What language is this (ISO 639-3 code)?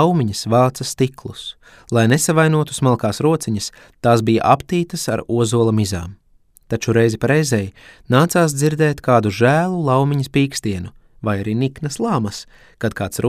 lav